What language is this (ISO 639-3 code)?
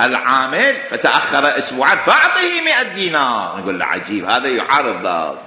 acm